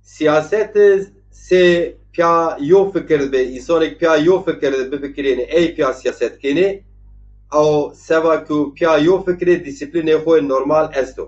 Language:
Zaza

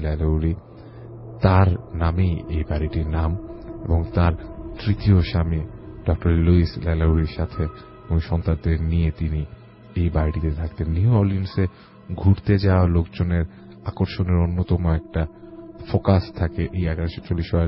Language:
Bangla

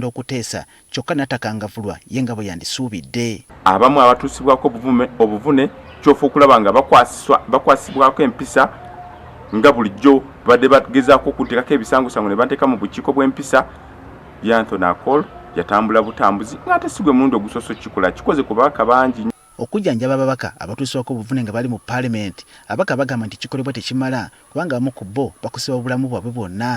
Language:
Ganda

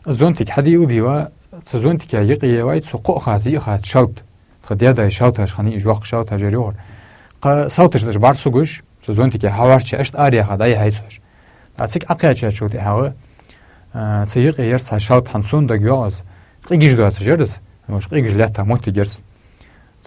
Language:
Ingush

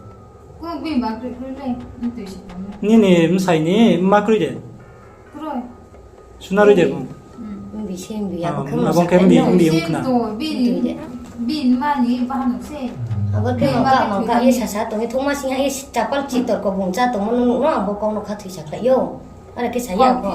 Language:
Riang (India)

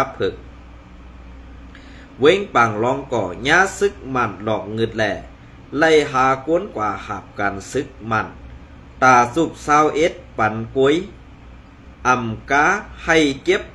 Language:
Shan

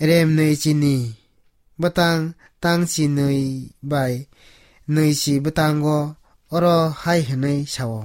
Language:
Kok Borok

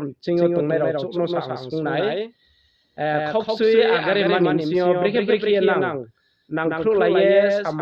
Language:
Riang (India)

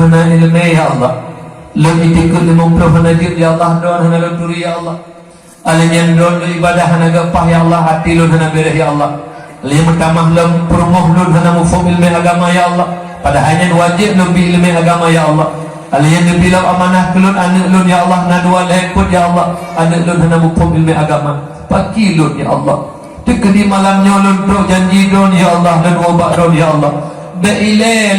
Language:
Achinese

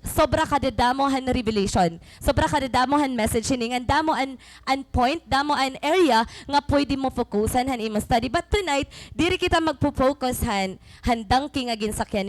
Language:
Waray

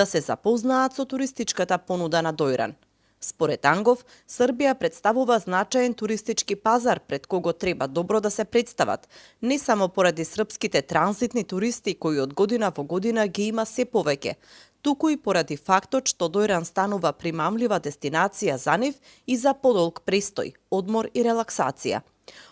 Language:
Macedonian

